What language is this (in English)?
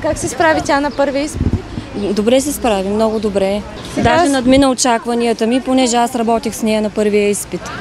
Bulgarian